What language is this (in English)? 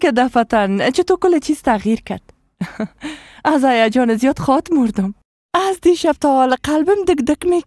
Persian